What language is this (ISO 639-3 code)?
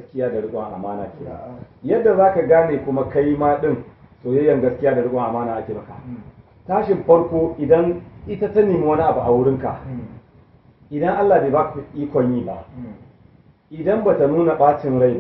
hau